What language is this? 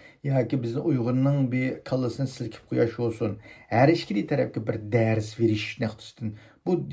Uyghur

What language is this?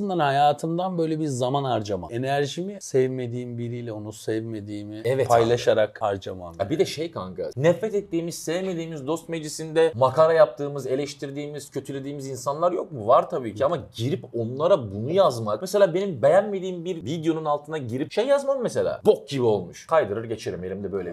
Turkish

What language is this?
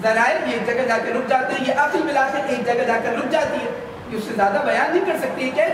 Urdu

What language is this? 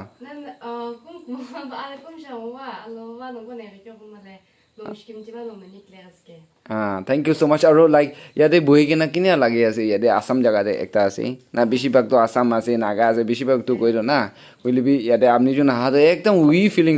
Naga Pidgin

